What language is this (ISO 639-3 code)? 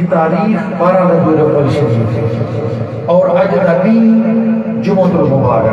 skr